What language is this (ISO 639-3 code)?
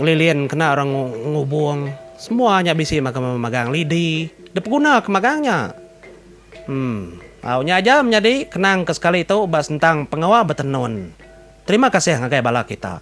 iba